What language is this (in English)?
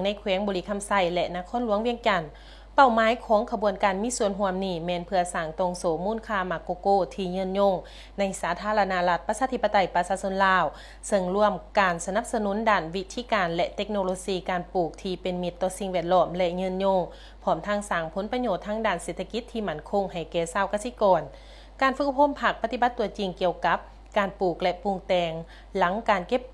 Lao